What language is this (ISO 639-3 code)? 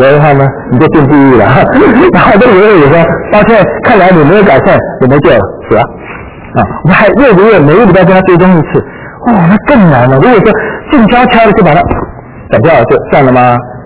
zho